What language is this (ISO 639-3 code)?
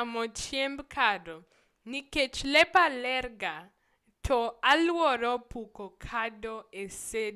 luo